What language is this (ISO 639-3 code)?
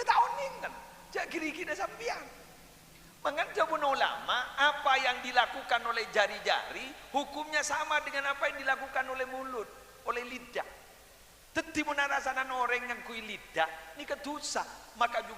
mad